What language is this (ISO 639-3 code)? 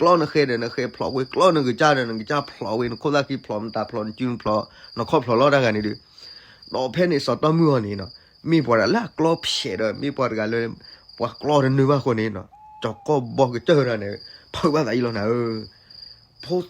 ksw